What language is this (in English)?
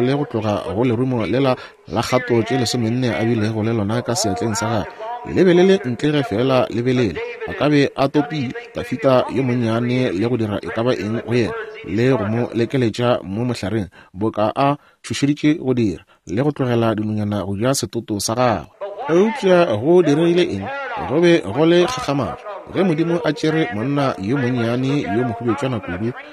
Northern Sotho